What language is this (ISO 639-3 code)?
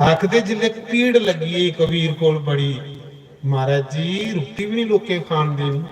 doi